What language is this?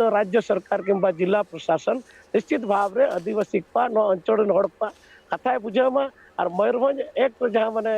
Santali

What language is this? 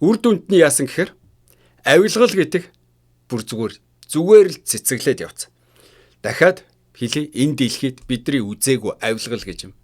Mongolian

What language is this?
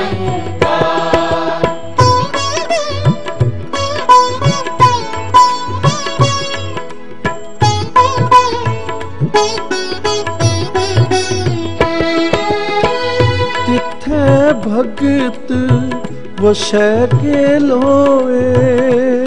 Punjabi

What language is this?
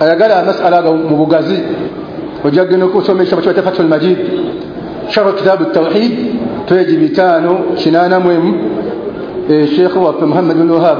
Ganda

